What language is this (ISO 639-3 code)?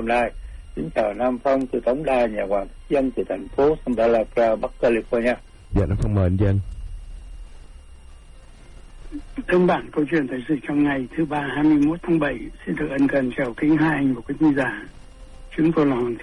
vie